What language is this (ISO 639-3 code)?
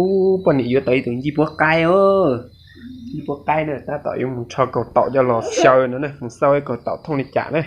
hmn